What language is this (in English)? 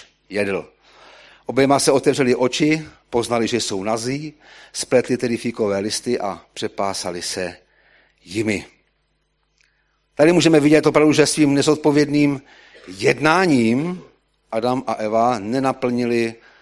Czech